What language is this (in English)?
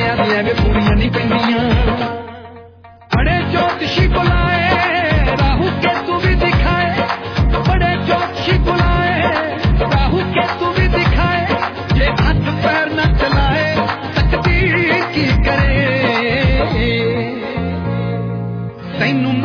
Punjabi